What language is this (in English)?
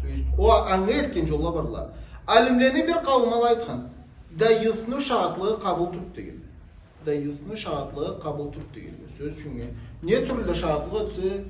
Karachay-Balkar